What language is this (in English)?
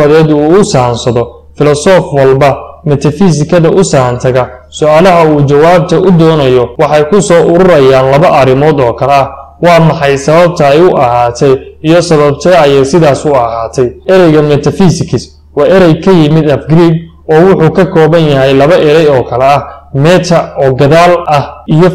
Somali